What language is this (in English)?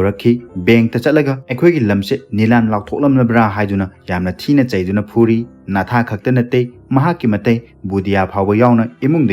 Manipuri